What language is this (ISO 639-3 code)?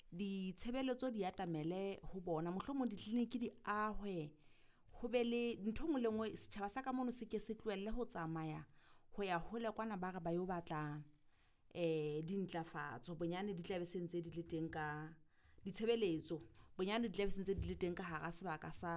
sot